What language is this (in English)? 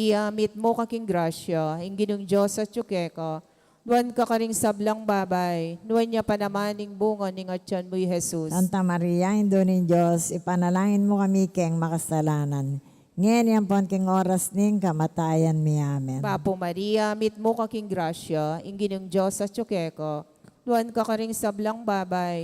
Pampanga